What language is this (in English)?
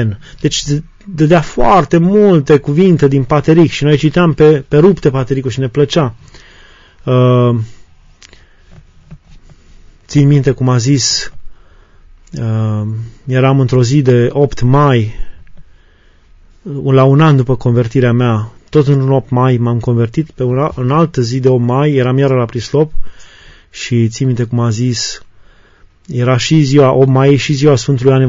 Romanian